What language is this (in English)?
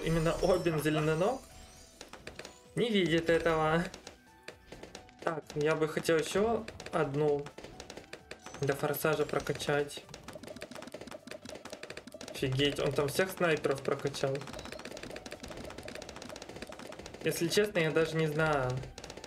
Russian